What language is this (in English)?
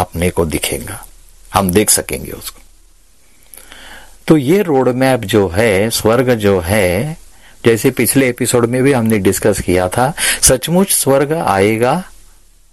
Hindi